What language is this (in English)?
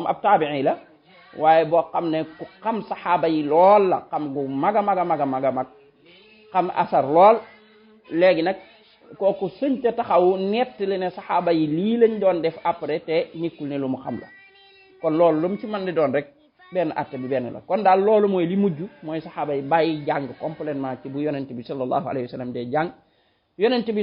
Wolof